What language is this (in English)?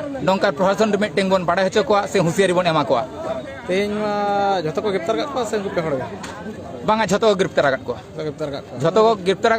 Santali